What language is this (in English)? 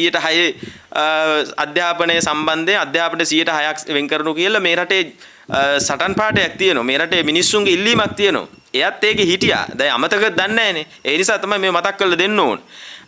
Sinhala